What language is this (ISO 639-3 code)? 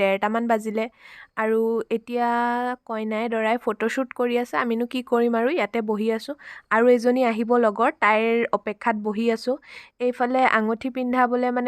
asm